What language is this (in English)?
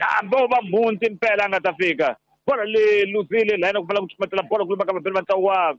Tsonga